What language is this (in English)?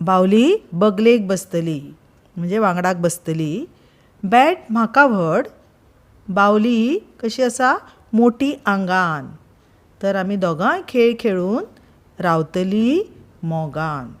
Konkani